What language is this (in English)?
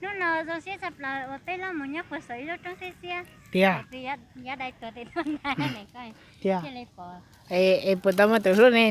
Hmong